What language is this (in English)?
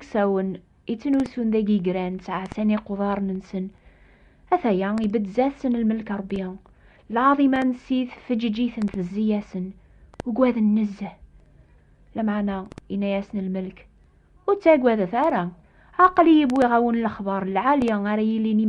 Kabyle